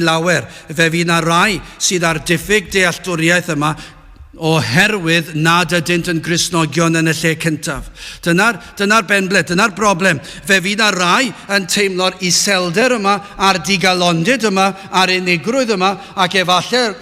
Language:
Welsh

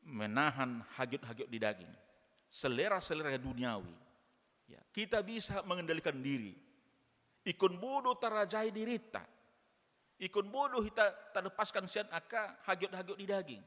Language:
Batak Toba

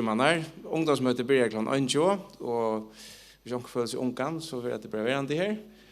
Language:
Faroese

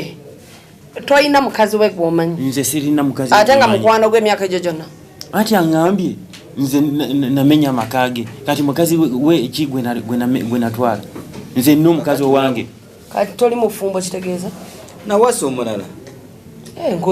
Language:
Ganda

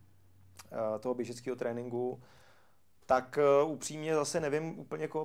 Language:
Czech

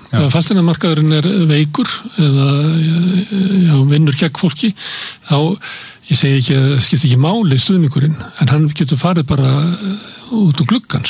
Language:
Icelandic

